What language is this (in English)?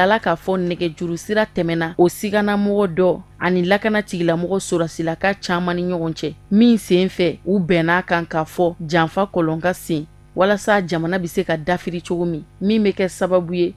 Bambara